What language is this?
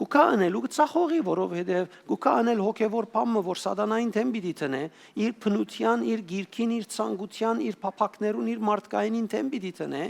Western Armenian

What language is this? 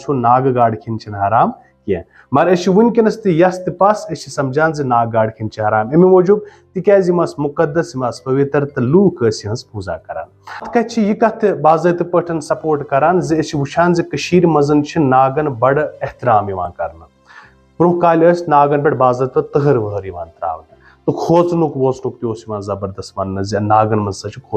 Kashmiri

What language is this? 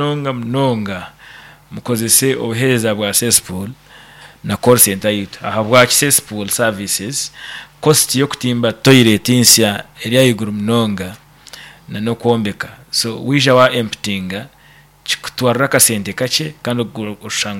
Nyankole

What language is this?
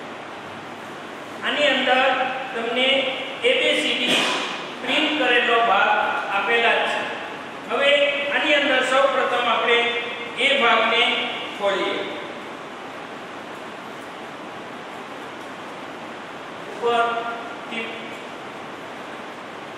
Gujarati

